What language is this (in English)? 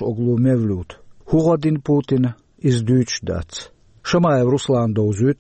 Chechen